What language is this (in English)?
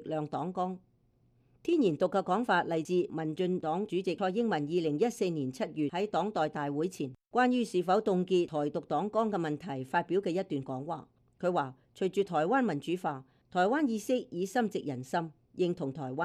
Cantonese